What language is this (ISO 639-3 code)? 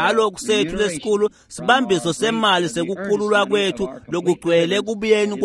ssw